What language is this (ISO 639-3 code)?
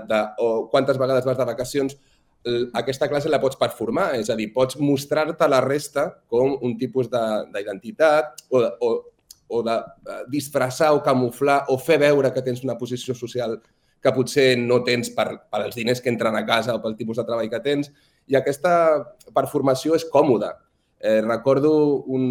cat